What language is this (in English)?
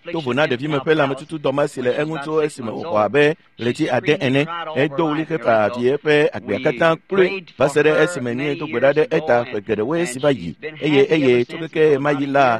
Ewe